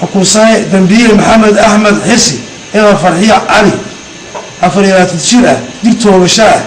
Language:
Somali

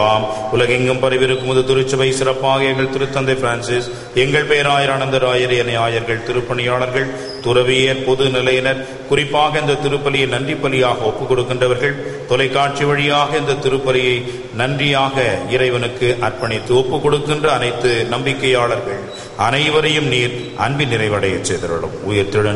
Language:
Tamil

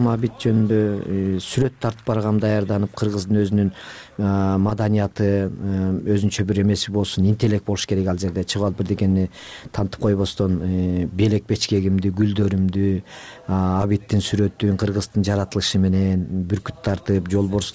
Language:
Kyrgyz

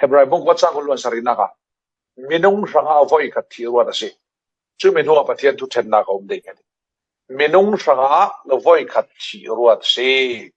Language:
Falam Chin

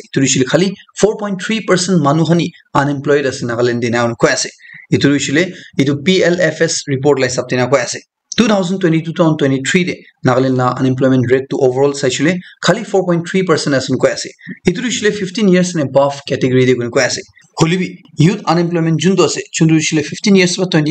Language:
Naga Pidgin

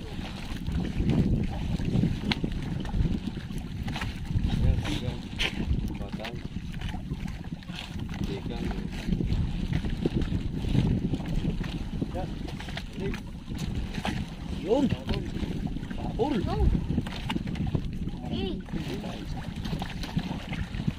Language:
Filipino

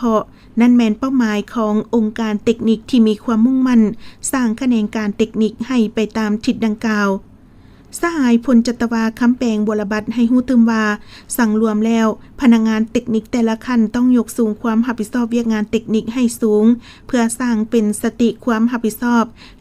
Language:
Lao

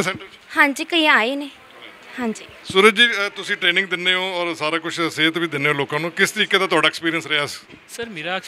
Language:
Punjabi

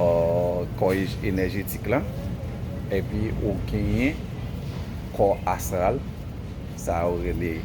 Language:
Haitian Creole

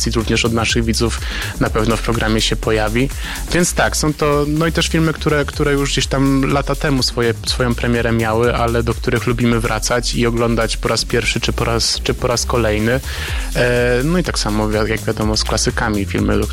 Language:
Polish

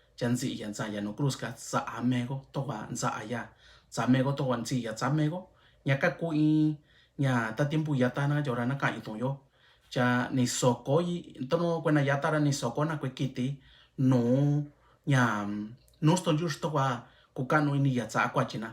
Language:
Mixtepec Mixtec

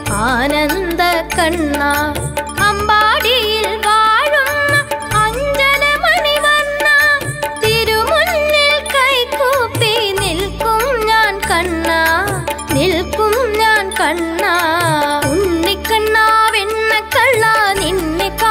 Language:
Malayalam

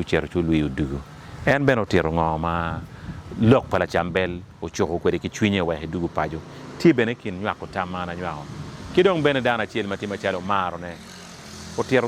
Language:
Acoli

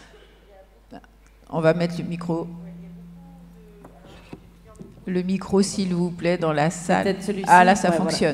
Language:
French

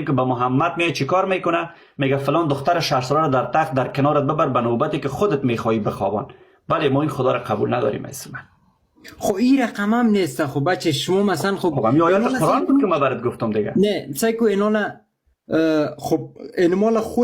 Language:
Persian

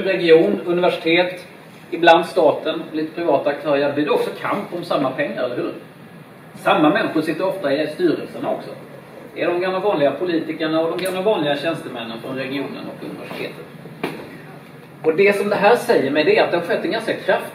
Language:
Swedish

